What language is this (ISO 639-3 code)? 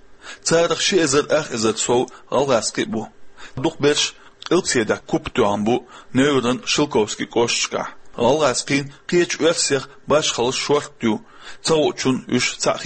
che